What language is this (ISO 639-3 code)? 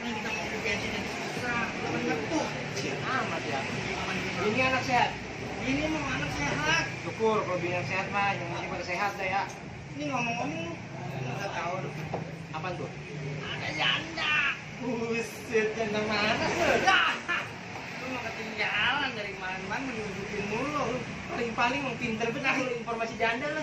bew